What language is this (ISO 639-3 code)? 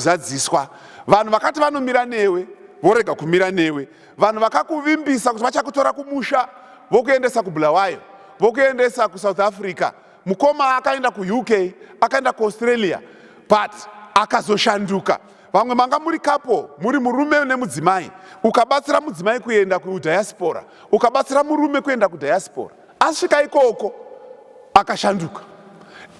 sna